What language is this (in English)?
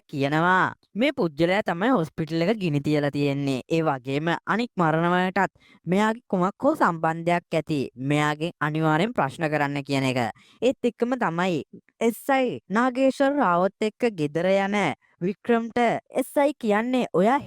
Sinhala